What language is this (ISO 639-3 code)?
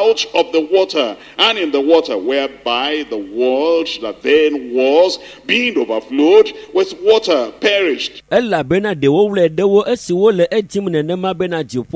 ewe